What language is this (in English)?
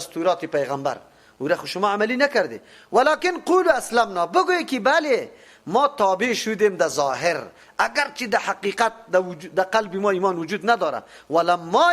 Persian